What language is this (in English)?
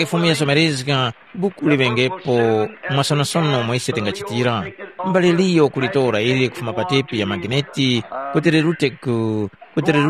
Tumbuka